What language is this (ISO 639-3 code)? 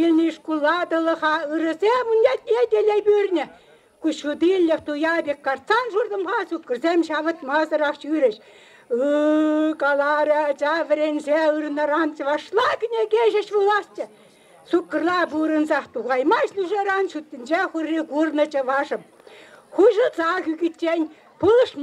chv